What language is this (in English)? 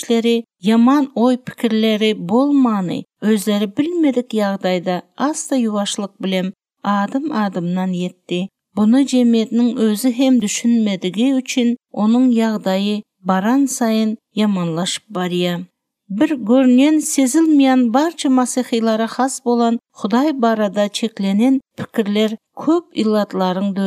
Turkmen